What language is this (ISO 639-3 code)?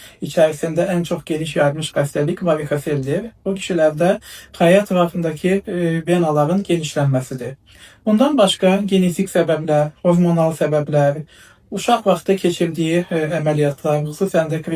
aze